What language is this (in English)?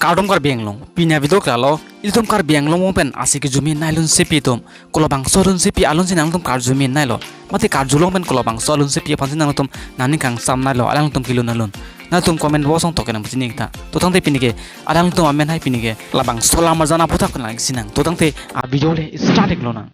Karbi